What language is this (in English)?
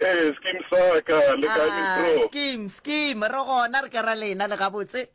Northern Sotho